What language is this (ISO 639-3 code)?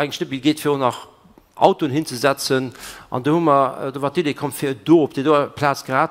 ltz